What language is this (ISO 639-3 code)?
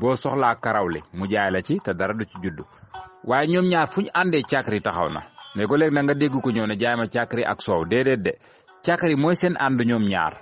wol